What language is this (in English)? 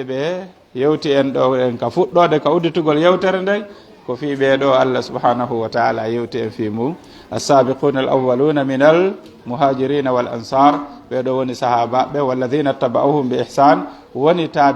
Pular